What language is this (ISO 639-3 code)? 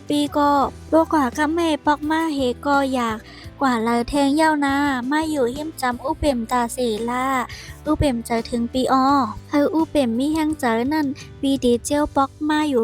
shn